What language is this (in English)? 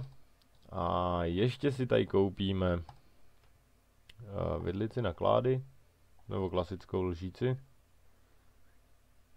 Czech